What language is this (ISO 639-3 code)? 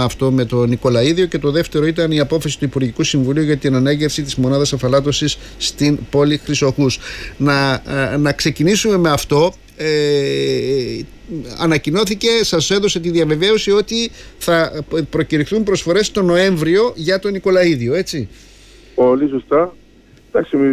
ell